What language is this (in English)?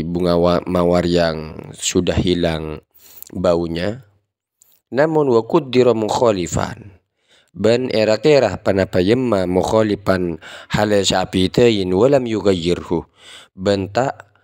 Madurese